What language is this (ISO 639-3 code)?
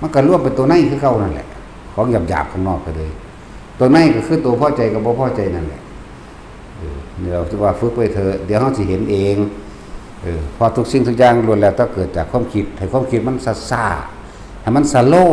tts